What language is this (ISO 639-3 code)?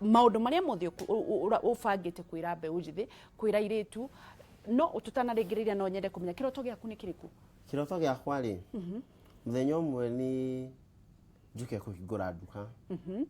kik